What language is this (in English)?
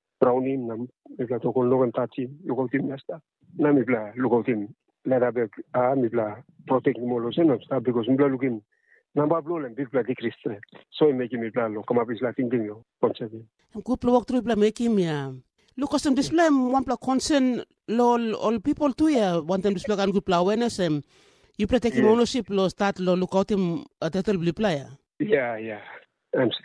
Tok Pisin